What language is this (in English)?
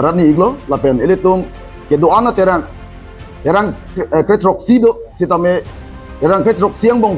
Karbi